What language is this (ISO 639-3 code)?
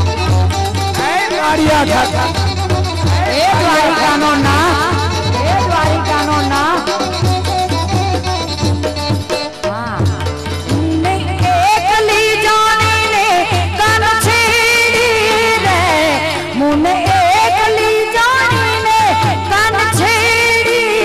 guj